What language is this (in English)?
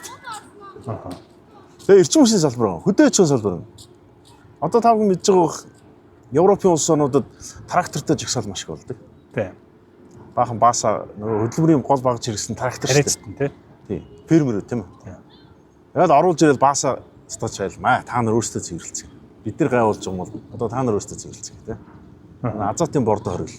Mongolian